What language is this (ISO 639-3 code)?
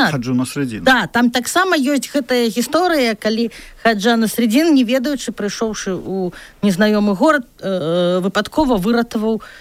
bel